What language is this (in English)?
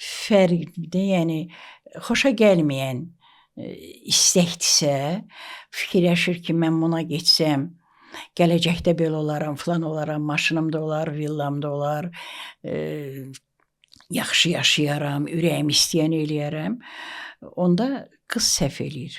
Azerbaijani